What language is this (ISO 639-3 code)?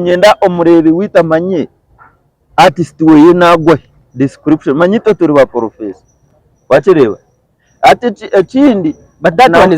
nyn